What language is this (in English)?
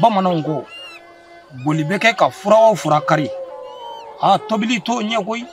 Bambara